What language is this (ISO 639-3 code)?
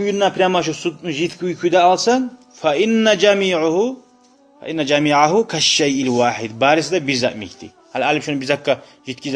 kum